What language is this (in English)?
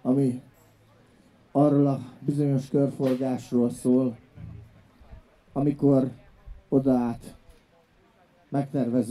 Hungarian